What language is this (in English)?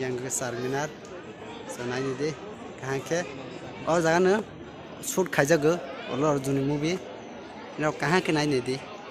Kok Borok